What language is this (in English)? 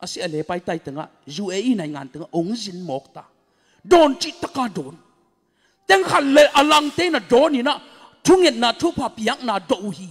Tedim Chin